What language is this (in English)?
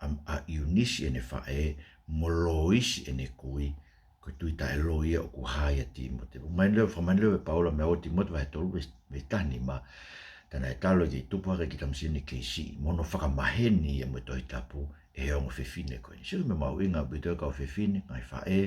Tongan